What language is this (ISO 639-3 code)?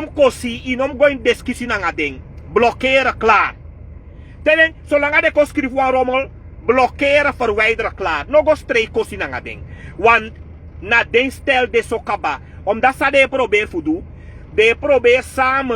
srn